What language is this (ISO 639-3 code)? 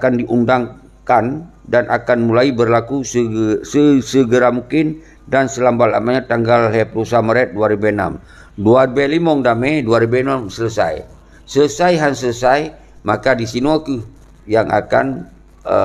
ace